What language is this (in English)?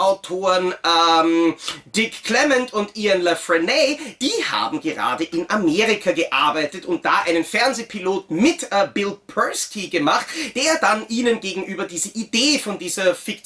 German